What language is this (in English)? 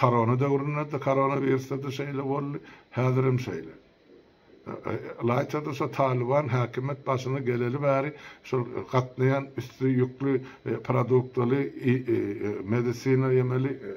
Turkmen